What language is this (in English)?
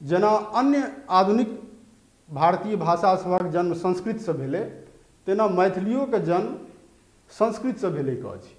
Maithili